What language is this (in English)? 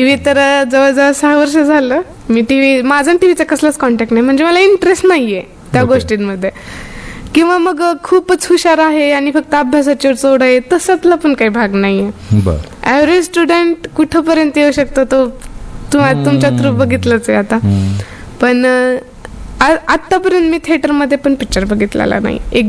Marathi